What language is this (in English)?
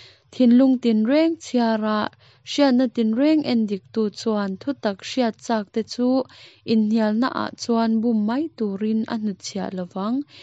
Mizo